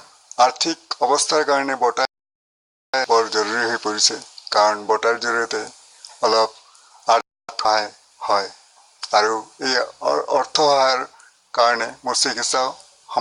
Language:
Assamese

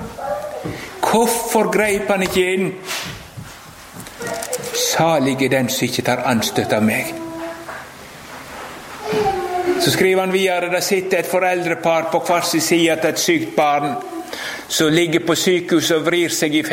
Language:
Norwegian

